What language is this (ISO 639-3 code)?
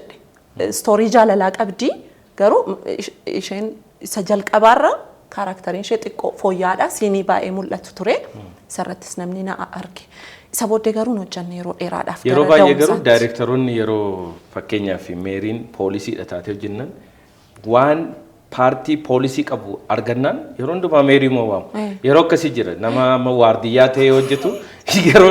orm